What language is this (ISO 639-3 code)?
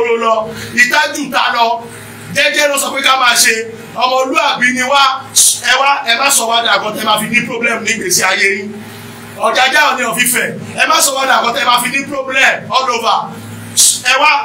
yor